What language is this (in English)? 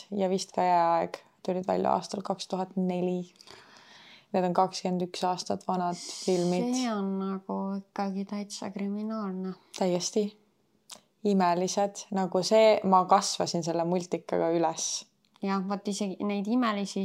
Estonian